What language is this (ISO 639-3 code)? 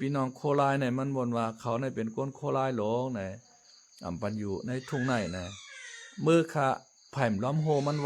shn